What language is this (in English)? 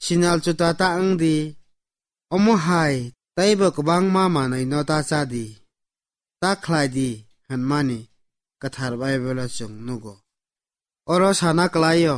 Kok Borok